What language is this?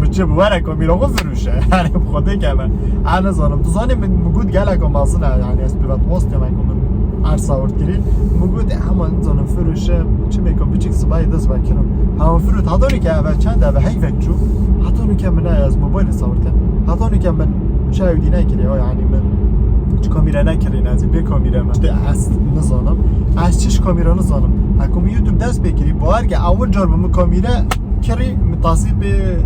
Kurdish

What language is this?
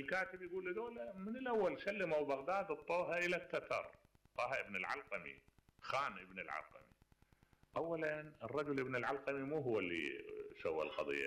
Mesopotamian Arabic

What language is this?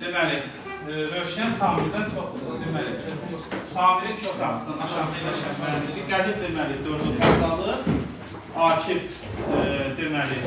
Azerbaijani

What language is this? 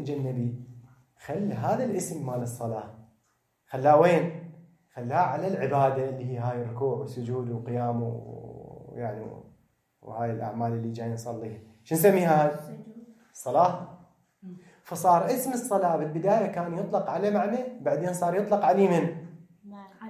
Mesopotamian Arabic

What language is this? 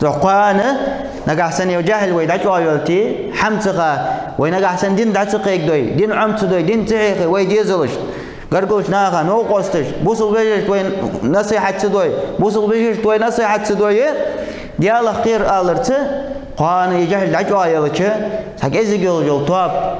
Ingush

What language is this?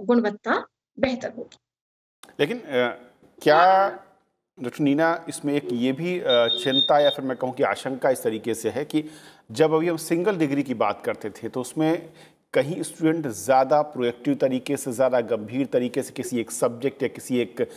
Hindi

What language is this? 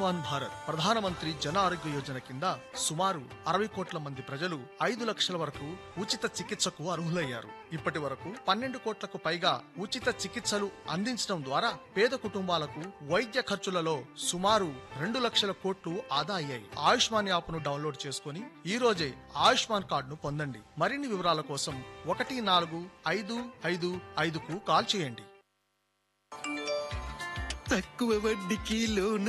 Telugu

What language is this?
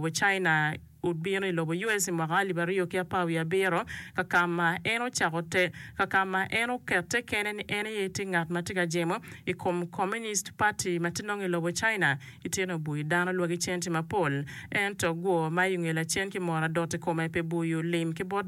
Acoli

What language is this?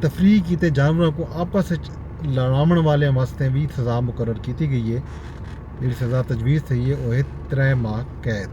Saraiki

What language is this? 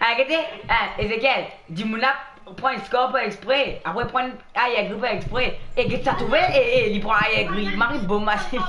Morisyen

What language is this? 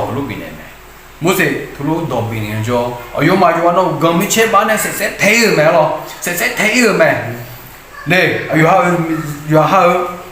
Akha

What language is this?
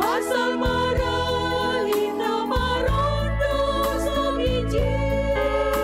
Batak Simalungun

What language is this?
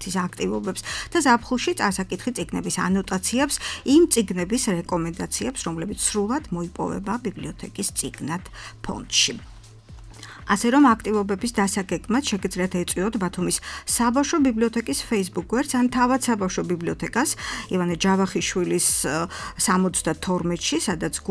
Georgian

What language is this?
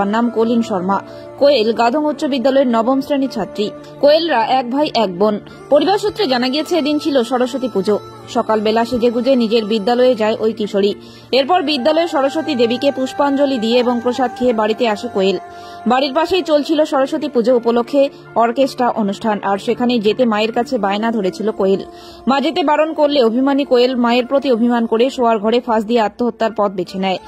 Bangla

